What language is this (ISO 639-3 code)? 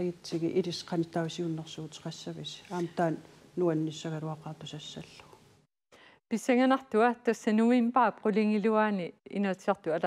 kal